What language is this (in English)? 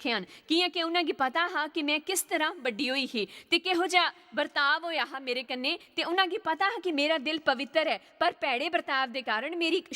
Dogri